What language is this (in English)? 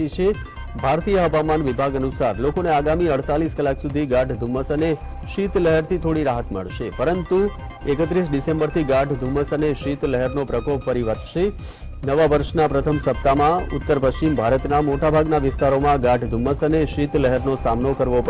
Gujarati